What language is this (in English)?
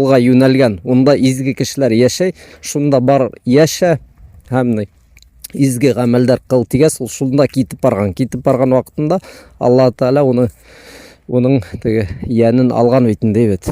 Bashkir